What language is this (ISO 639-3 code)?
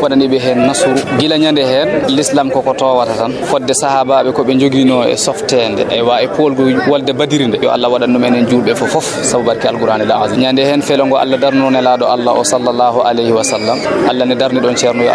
ful